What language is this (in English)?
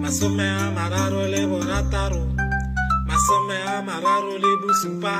Tswana